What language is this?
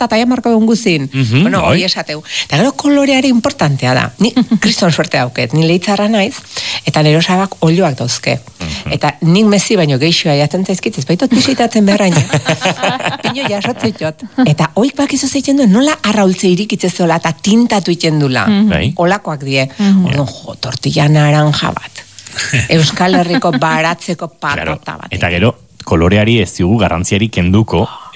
Basque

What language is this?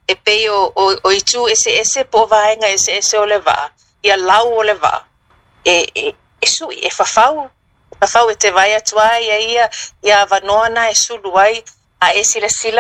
Samoan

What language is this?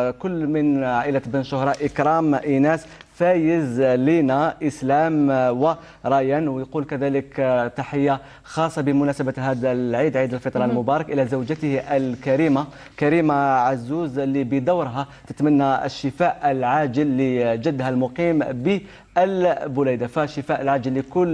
Algerian Arabic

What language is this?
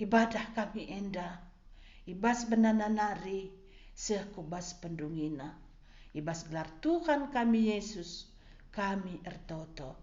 Batak Karo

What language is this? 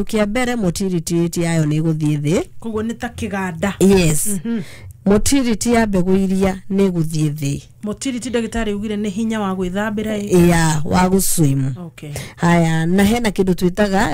Kikuyu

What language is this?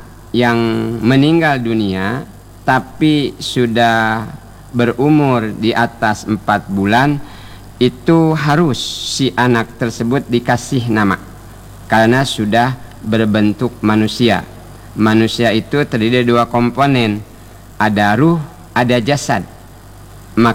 Indonesian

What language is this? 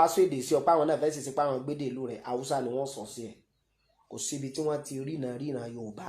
Yoruba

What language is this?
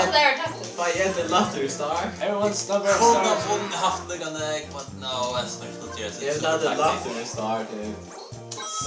Faroese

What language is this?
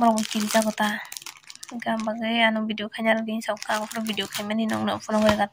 Kok Borok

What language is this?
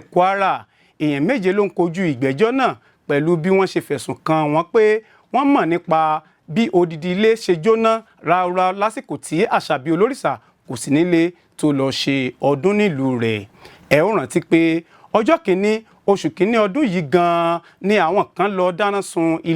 Yoruba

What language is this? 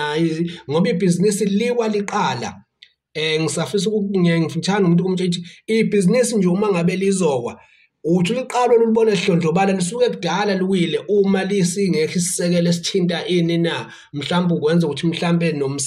Zulu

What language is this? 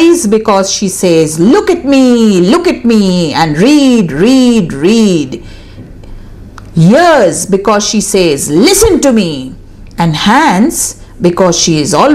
English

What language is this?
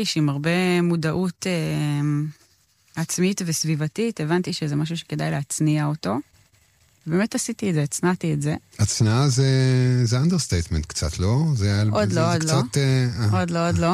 Hebrew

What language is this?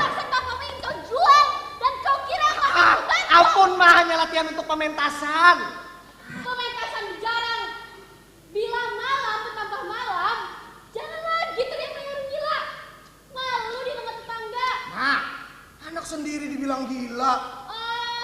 Banjar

